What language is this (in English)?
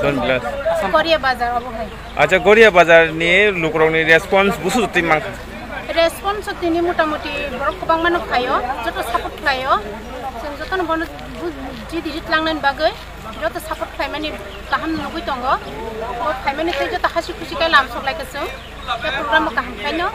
Kok Borok